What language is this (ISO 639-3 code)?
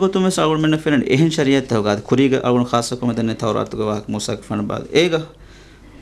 div